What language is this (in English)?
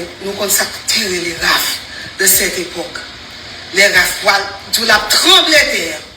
Haitian Creole